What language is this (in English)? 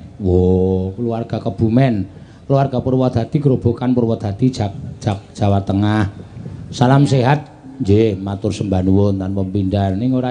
Javanese